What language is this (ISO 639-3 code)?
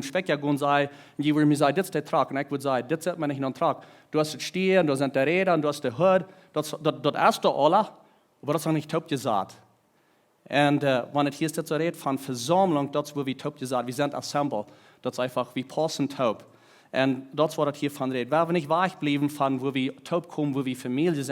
pdt